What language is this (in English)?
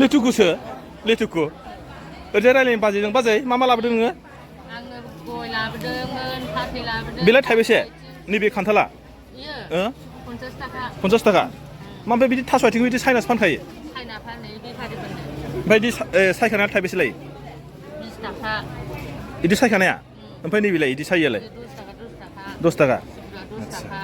Bodo